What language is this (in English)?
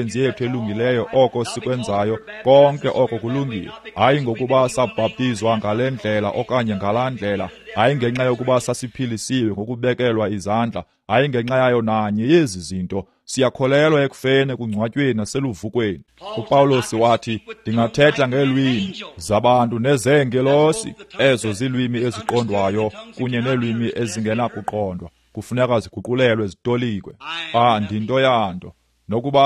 Xhosa